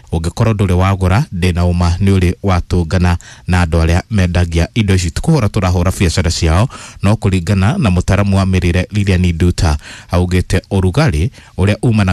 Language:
Kikuyu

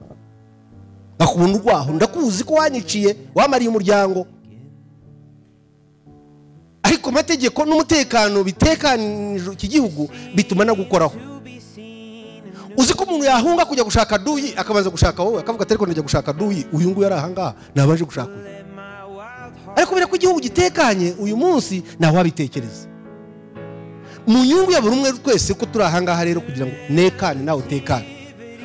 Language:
Kinyarwanda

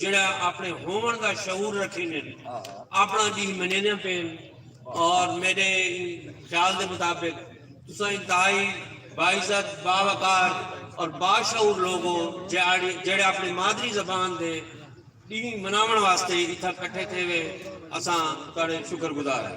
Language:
Saraiki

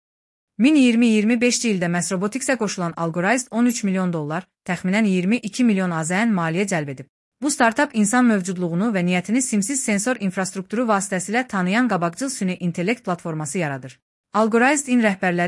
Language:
Azerbaijani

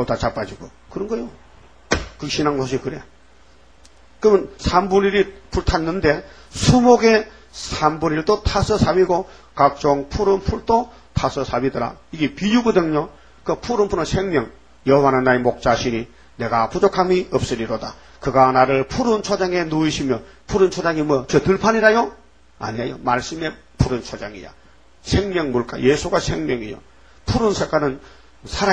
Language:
Korean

